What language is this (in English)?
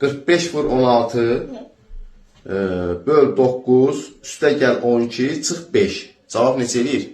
Azerbaijani